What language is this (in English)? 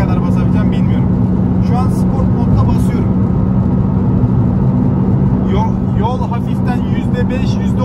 Turkish